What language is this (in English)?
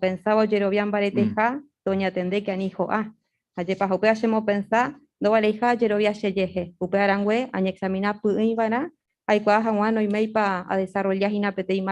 Guarani